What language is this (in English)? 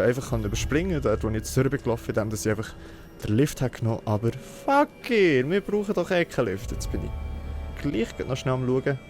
Swiss German